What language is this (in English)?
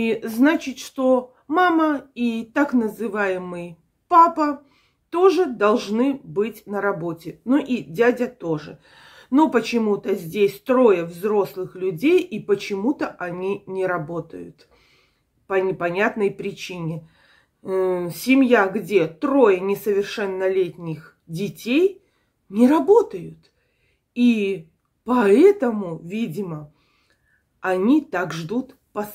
Russian